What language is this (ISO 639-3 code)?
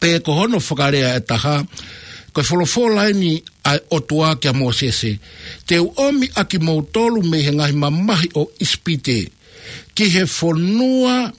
ton